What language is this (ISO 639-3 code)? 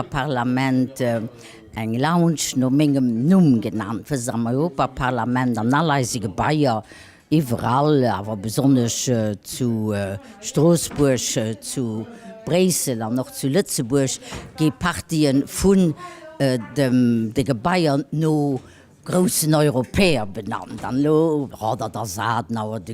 ltz